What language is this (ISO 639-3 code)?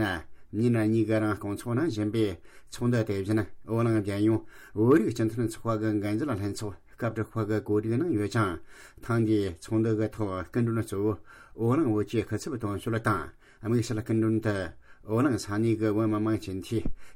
bod